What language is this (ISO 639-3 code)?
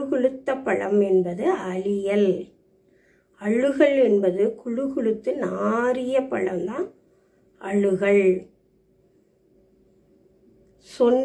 tam